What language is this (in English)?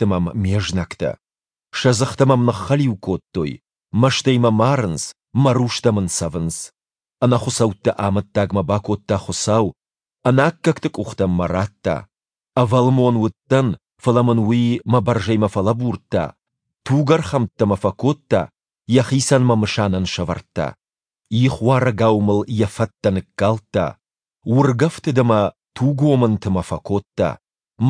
Ossetic